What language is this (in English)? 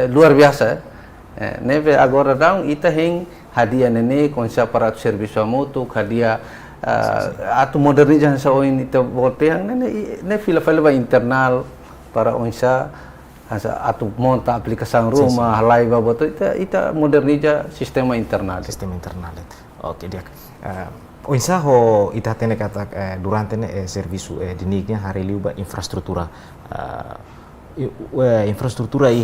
Tetum